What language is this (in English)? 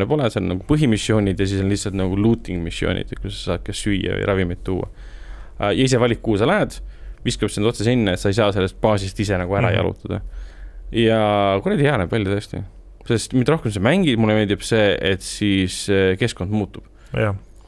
Estonian